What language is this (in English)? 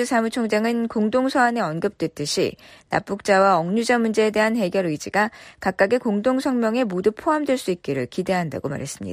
Korean